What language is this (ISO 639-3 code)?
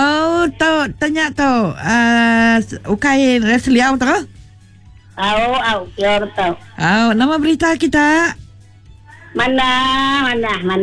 iba